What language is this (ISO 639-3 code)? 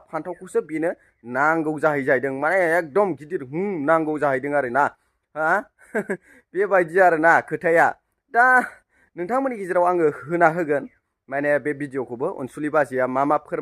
brx